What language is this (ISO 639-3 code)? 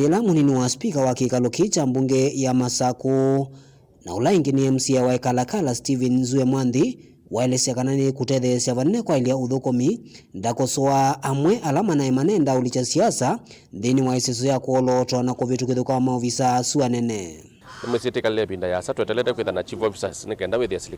kam